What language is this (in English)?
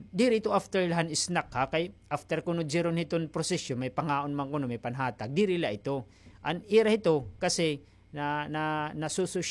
Waray